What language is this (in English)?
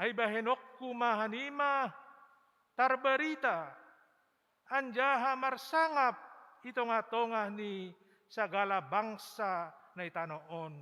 Batak Simalungun